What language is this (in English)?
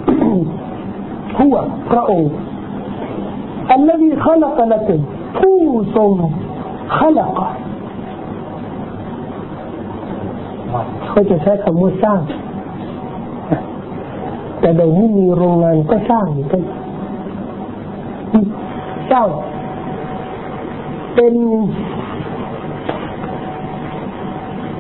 Thai